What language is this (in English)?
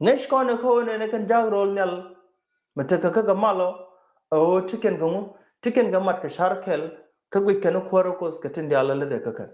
Nuer